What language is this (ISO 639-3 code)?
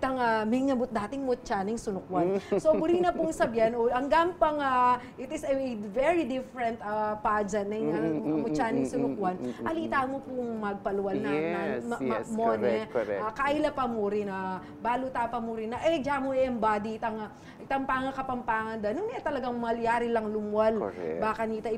pam